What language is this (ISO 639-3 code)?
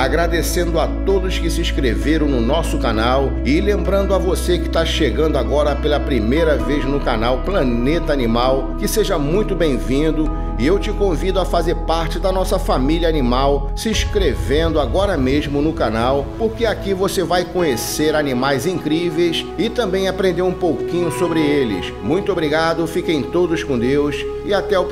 por